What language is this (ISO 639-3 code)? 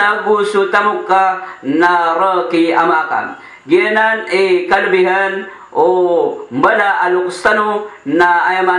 mrw